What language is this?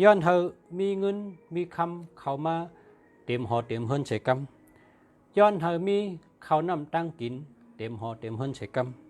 Shan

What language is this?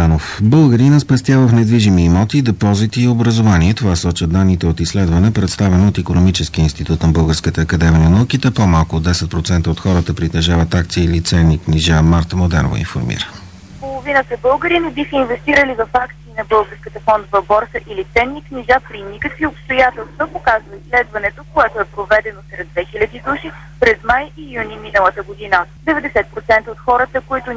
Bulgarian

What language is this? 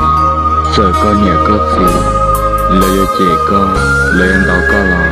Hmong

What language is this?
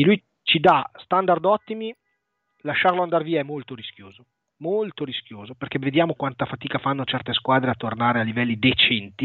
Italian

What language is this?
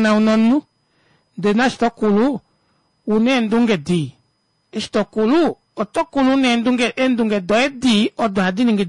Kuanyama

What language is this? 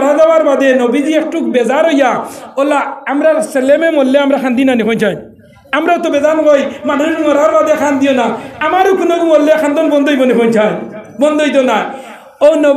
Sylheti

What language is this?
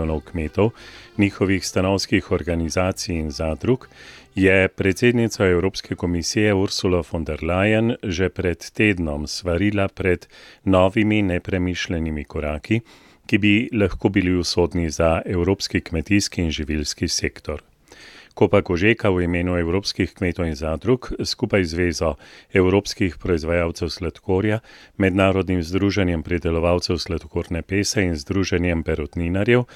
Slovenian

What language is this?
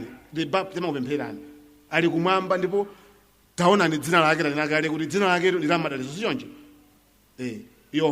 Nyanja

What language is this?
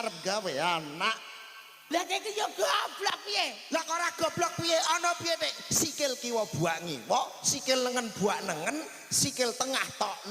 Javanese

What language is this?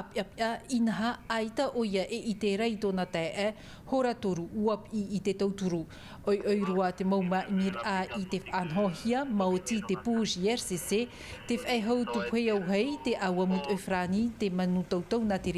Tahitian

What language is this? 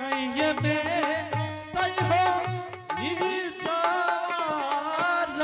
Angika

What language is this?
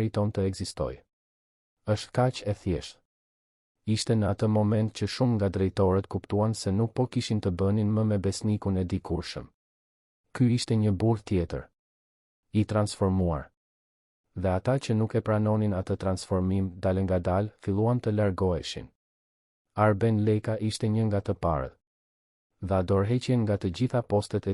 Albanian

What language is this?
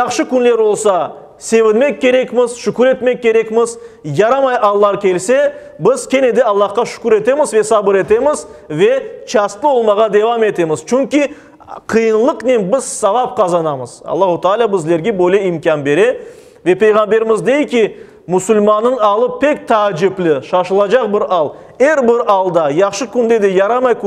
Crimean Tatar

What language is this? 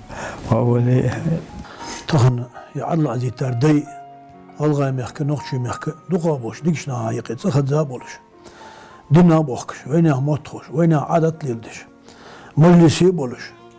Ingush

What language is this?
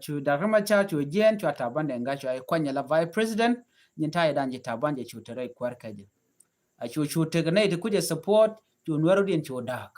Nuer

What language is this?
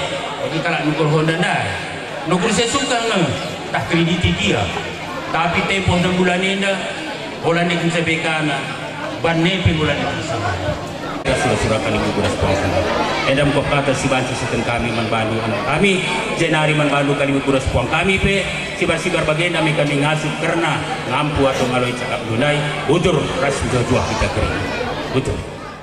Batak Karo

